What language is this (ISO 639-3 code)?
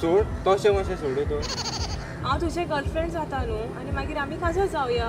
kok